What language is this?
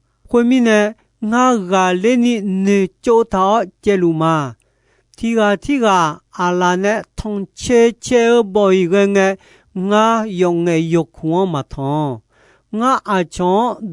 Akha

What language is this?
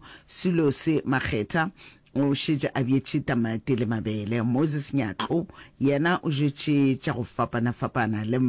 Northern Sotho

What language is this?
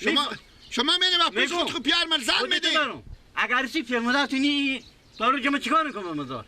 Persian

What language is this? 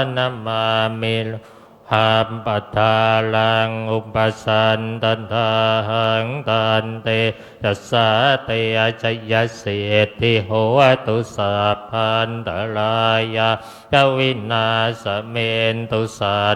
Pali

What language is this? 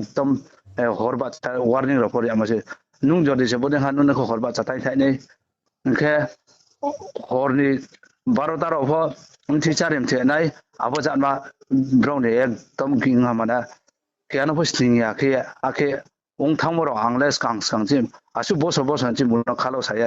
Riang (India)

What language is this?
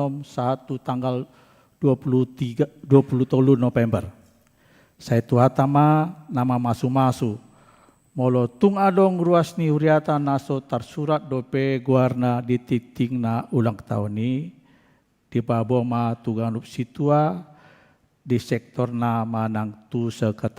Batak Toba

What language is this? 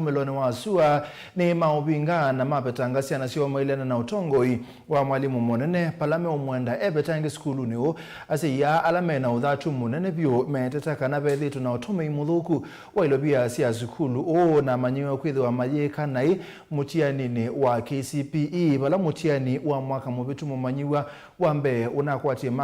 Kamba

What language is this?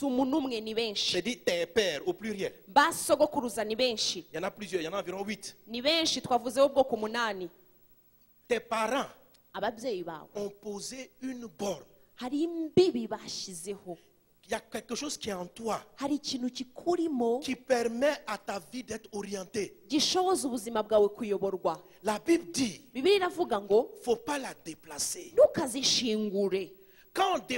Kinyarwanda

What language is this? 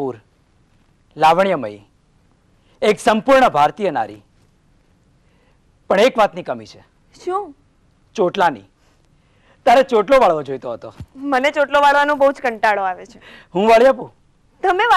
Gujarati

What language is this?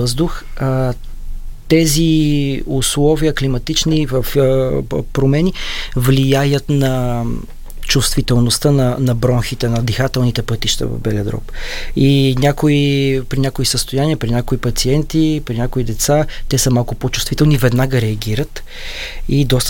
Bulgarian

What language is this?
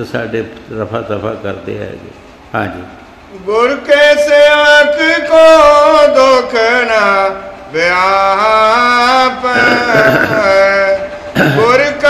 Punjabi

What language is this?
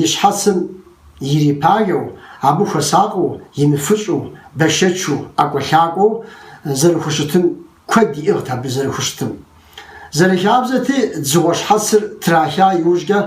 Kabardian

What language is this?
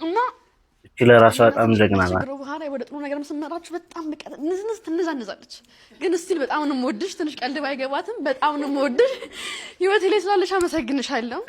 Amharic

